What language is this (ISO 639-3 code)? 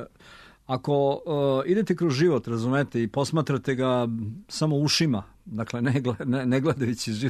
srp